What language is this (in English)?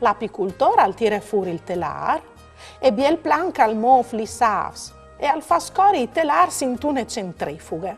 Friulian